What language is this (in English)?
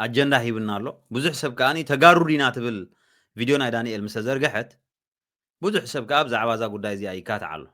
Tigrinya